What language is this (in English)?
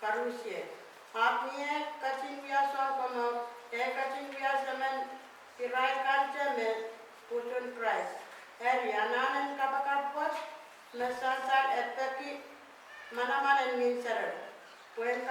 Pohnpeian